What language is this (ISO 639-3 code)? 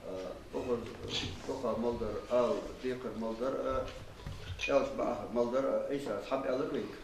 inh